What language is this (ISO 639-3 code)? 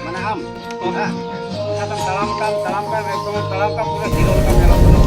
sat